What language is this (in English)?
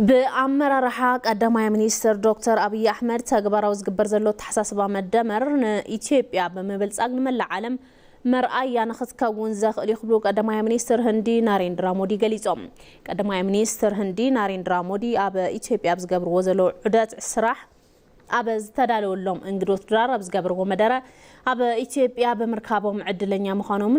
Tigrinya